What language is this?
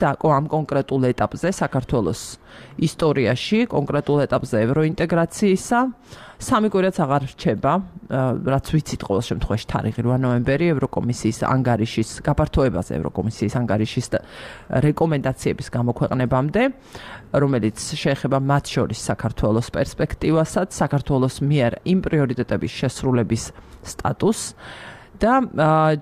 Georgian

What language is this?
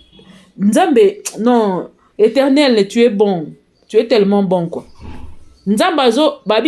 Lingala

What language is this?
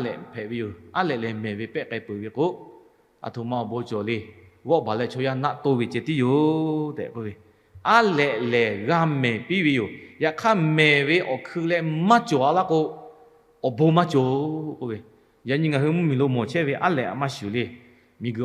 Lahu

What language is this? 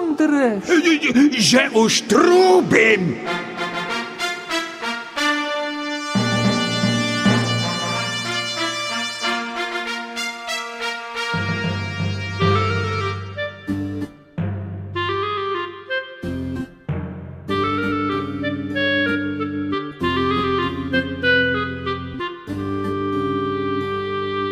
Slovak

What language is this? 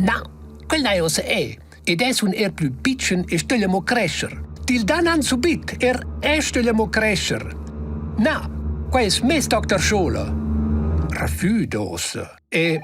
Romansh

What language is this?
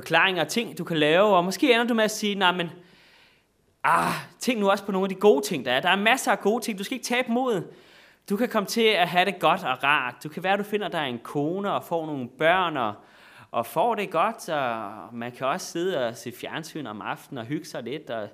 Danish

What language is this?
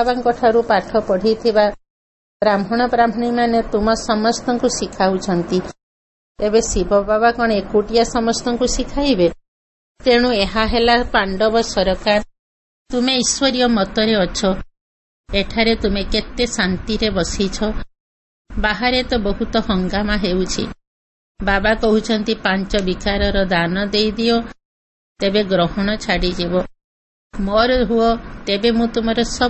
Odia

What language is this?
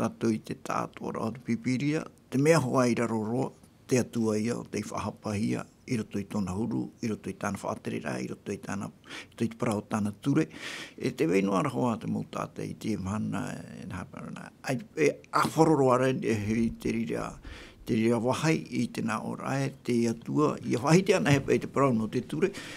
Tahitian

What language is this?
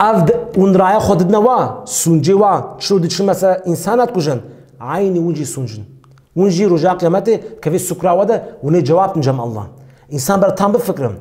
Kurdish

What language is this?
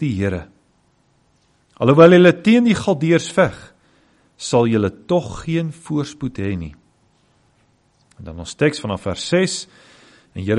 Afrikaans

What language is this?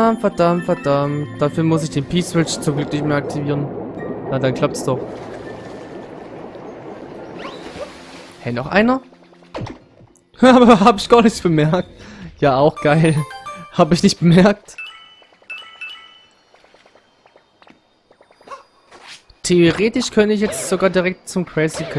German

